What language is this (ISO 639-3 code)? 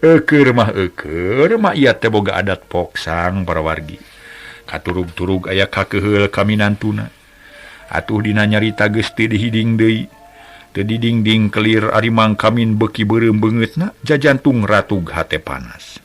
sun